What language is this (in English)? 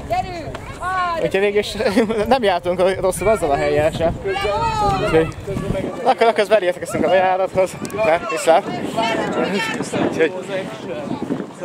Hungarian